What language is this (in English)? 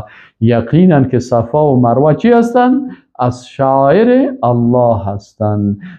Persian